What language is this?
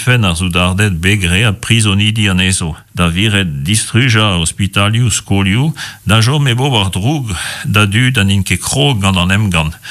Breton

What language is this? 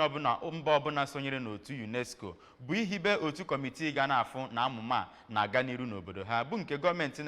Igbo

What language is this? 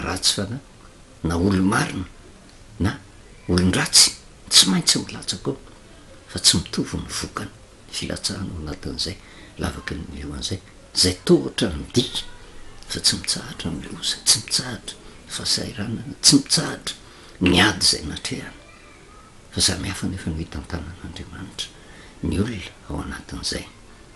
Malagasy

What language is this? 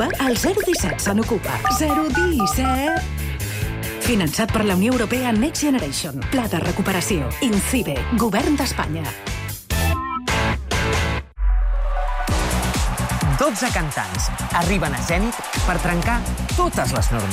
Catalan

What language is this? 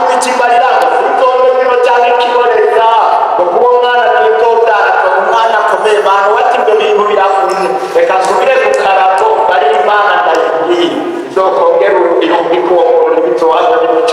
Rundi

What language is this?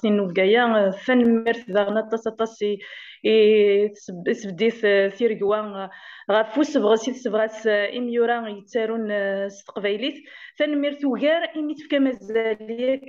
Kabyle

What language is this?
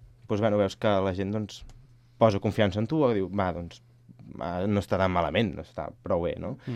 Catalan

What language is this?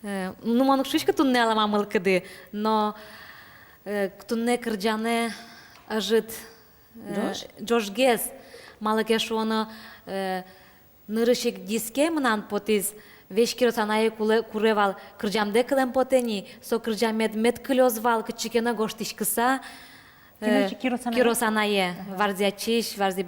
Udmurt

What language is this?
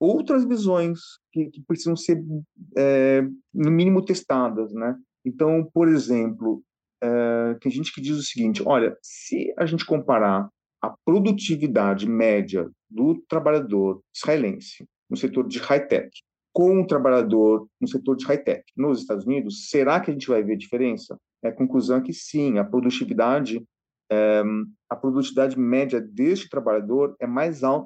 Portuguese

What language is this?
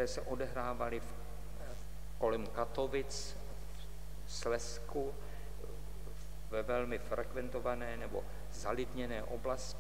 Czech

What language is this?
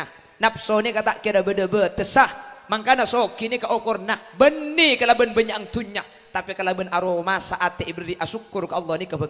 Madurese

